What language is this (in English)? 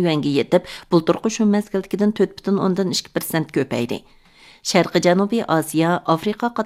Uyghur